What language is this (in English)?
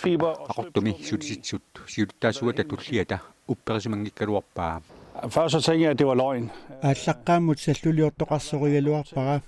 Kalaallisut